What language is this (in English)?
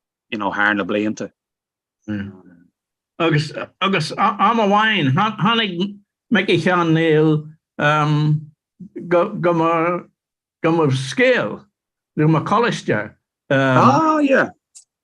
Irish